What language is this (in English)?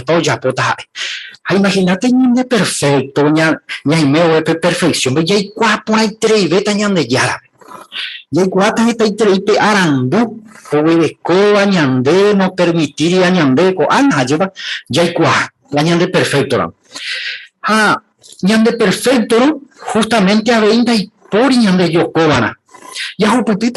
Guarani